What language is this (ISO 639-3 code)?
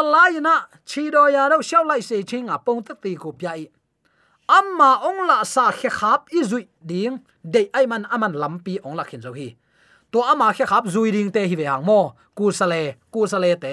ctd